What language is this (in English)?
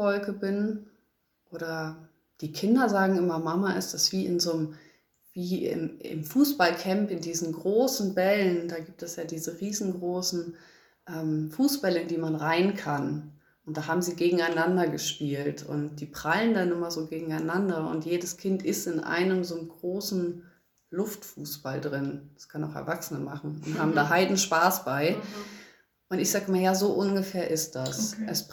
German